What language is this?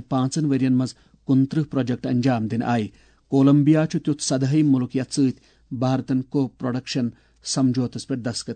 Kashmiri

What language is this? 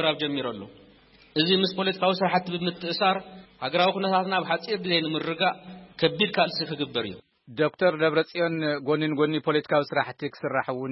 Tigrinya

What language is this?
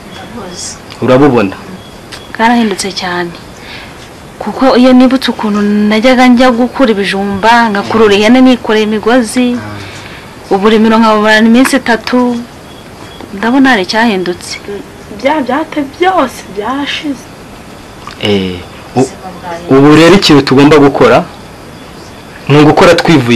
Kinyarwanda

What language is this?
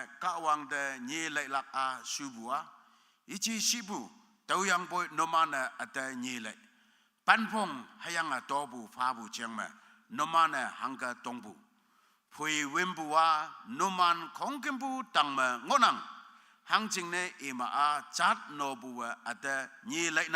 Konyak Naga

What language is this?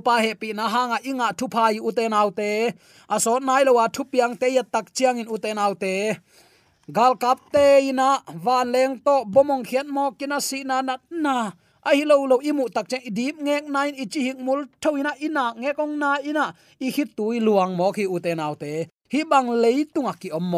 Tedim Chin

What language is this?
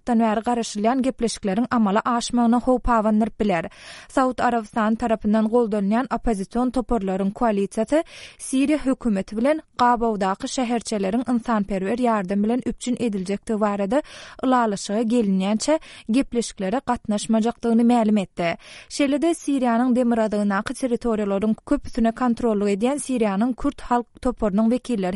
Turkmen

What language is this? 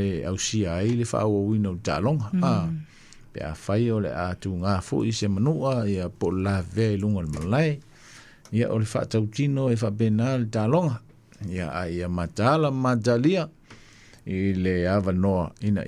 Samoan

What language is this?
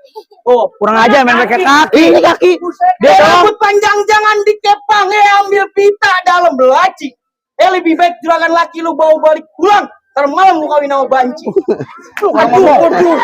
Betawi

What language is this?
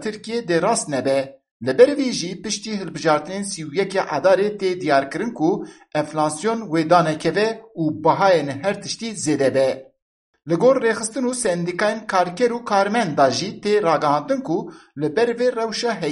Kurdish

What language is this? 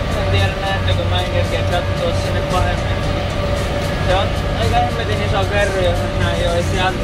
Finnish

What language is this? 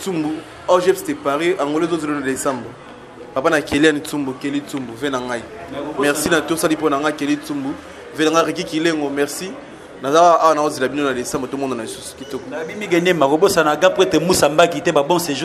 Lingala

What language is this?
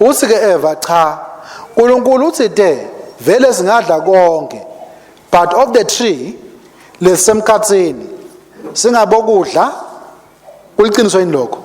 Swati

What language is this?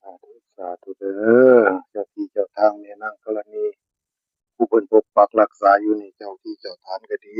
Northeastern Thai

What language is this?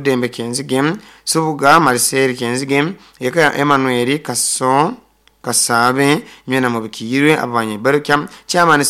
Nyoro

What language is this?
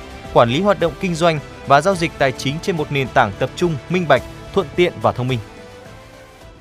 Vietnamese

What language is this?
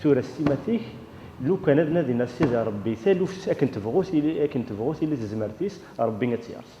Kabyle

